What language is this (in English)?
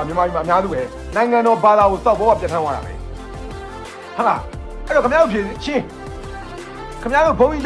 Burmese